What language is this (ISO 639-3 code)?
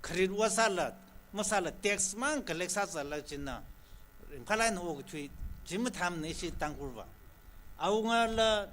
nmf